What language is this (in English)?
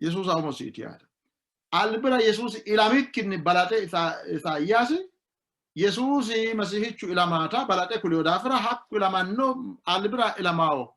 Sidamo